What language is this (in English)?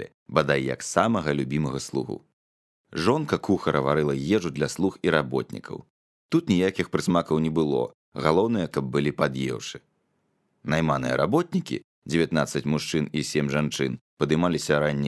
Belarusian